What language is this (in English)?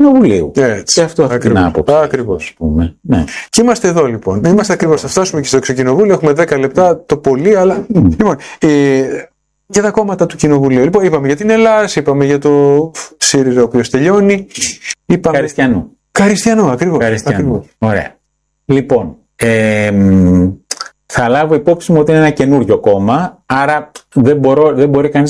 Greek